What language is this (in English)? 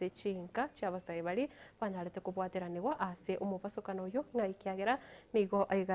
Gusii